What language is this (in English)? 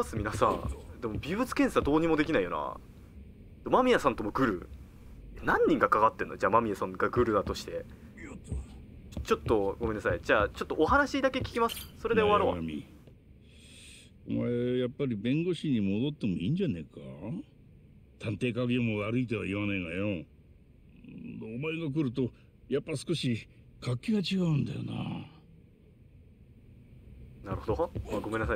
Japanese